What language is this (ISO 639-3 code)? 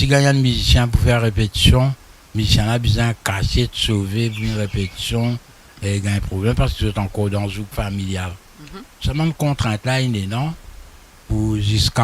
mfe